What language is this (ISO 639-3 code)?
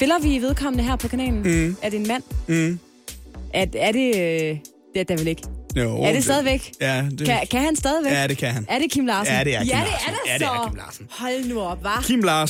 dan